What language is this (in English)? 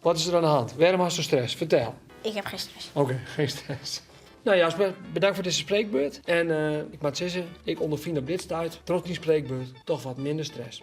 Western Frisian